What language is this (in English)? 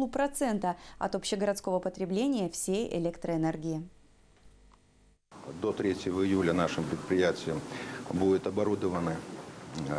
Russian